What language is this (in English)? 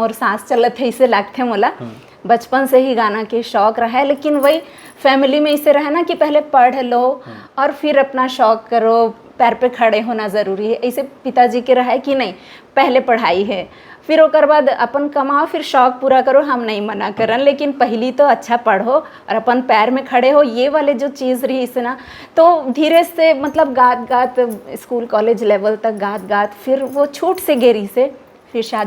Chhattisgarhi